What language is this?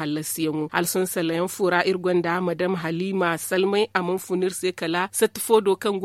Zarma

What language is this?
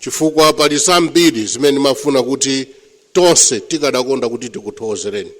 Nyanja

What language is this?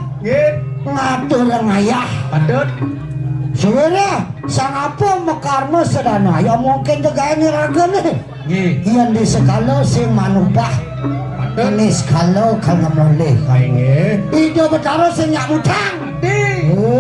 Balinese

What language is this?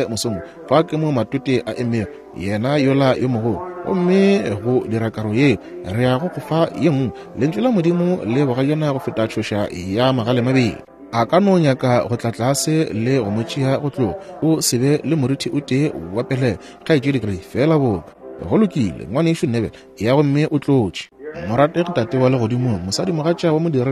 Northern Sotho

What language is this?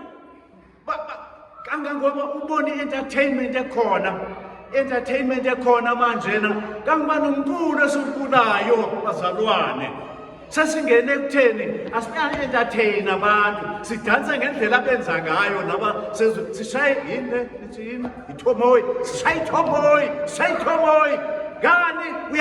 Zulu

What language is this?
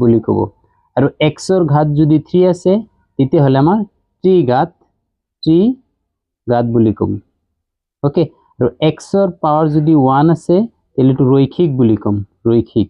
Assamese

